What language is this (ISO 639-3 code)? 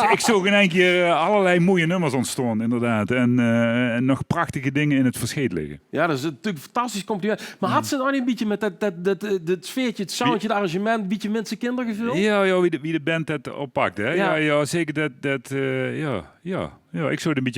lim